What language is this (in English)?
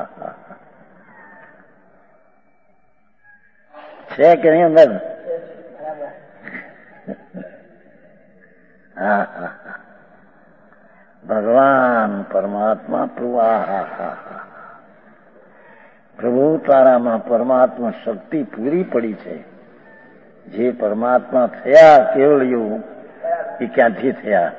Gujarati